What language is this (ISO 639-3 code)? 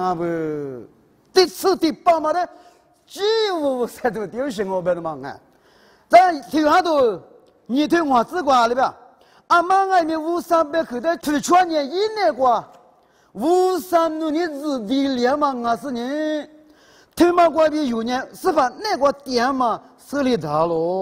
lis